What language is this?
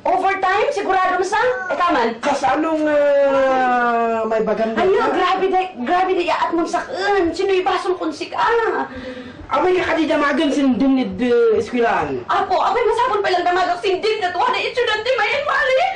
Kankanaey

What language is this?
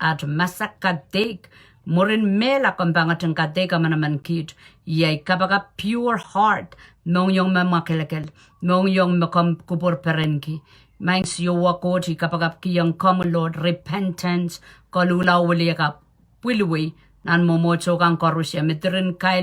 Pohnpeian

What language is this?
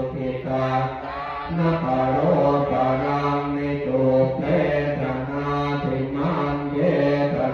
Pali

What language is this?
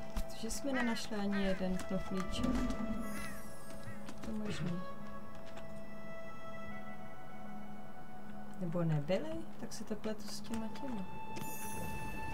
Czech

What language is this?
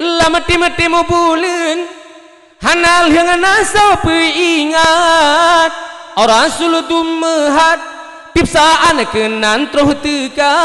Achinese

